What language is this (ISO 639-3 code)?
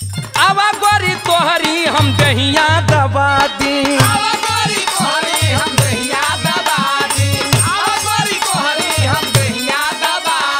bho